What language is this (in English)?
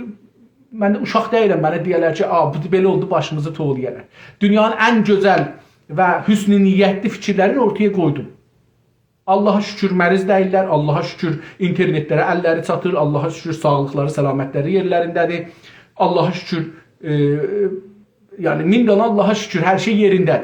South Azerbaijani